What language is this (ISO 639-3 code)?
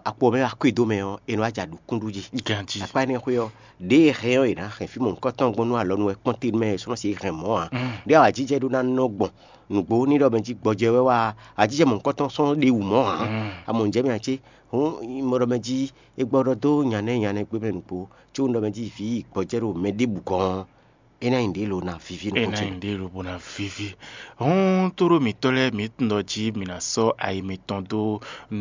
fon